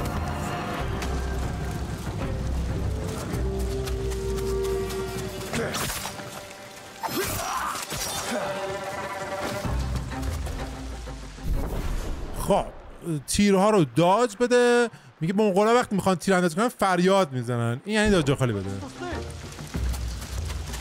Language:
Persian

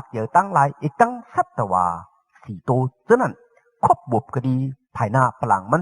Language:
Shan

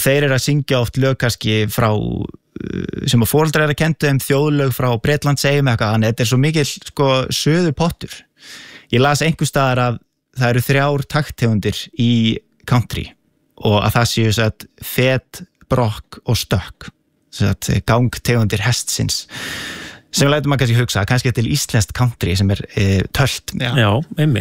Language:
Icelandic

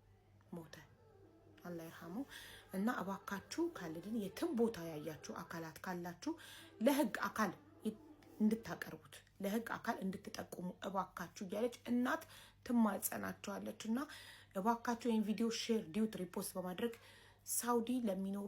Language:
Amharic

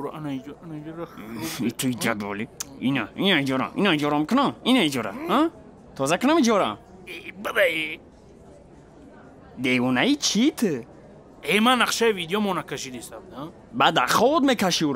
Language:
Tajik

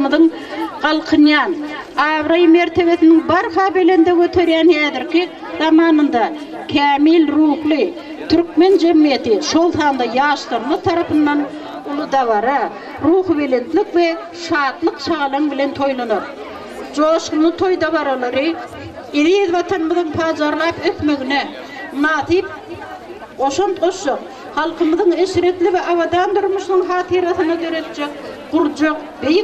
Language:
Turkmen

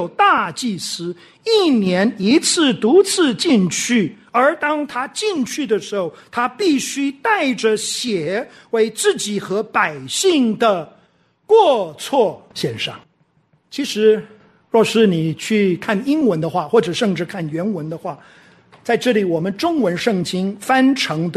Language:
Chinese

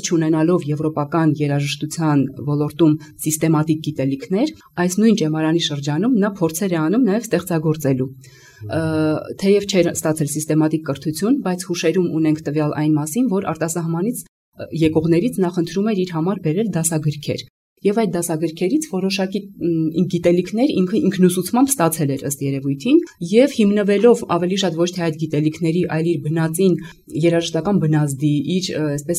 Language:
Armenian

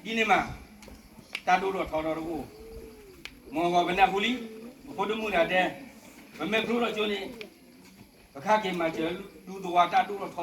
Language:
S'gaw Karen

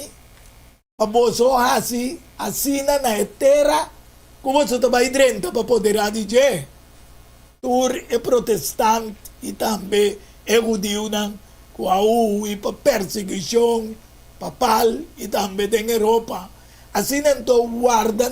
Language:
Papiamento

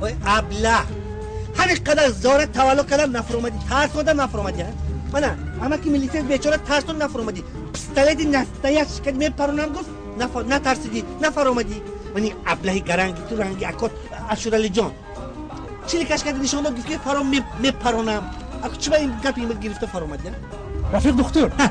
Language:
Tajik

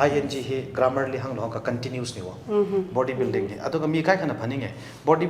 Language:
Tangkhul Naga (India)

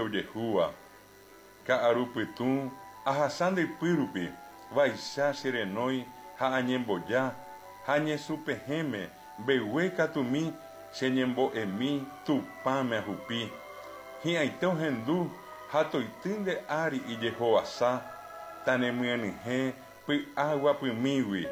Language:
Guarani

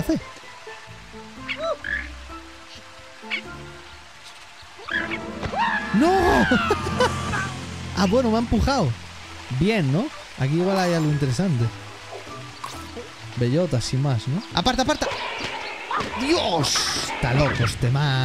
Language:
Spanish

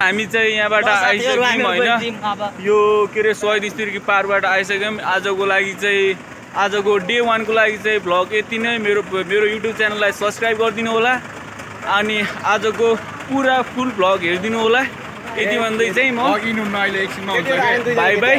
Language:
Nepali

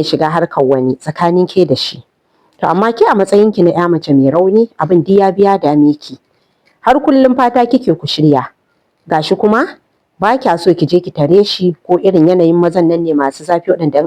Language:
Hausa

